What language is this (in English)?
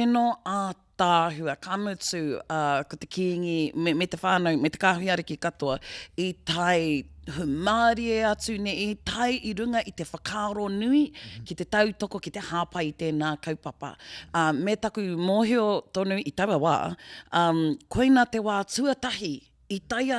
Māori